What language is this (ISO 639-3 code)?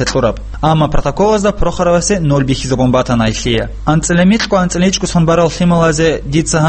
ava